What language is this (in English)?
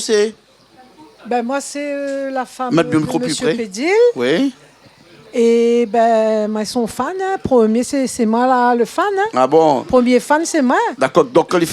Réunion Creole French